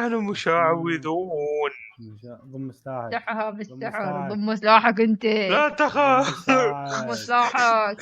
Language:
Mesopotamian Arabic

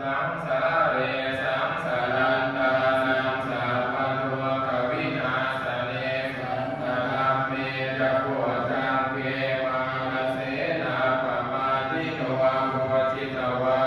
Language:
Pali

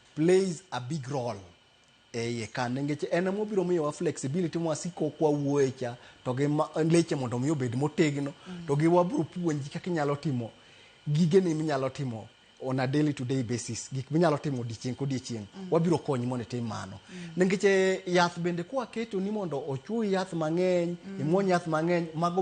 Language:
Luo (Kenya and Tanzania)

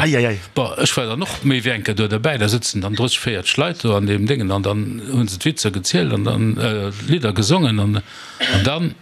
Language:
Luxembourgish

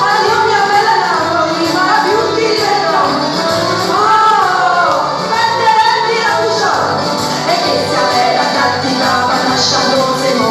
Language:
Neapolitan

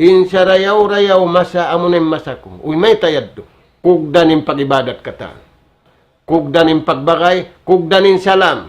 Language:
Tausug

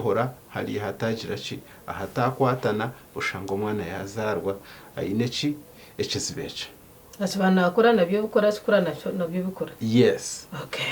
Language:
Nyankole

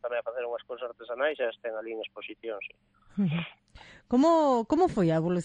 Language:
Galician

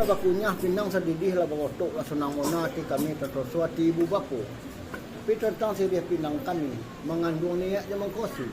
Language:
Minangkabau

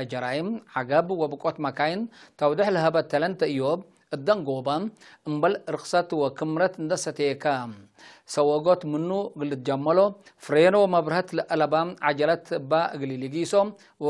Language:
Tigre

